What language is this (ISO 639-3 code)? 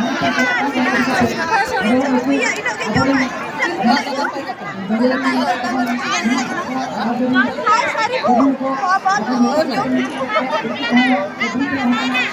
sat